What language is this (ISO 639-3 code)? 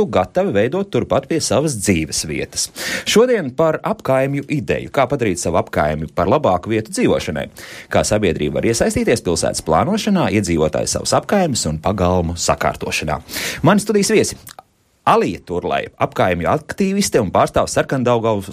lav